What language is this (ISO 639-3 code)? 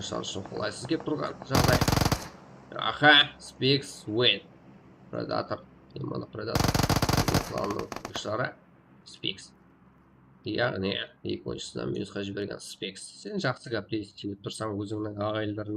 kaa